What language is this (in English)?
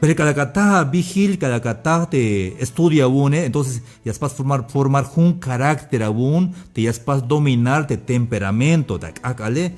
Tzeltal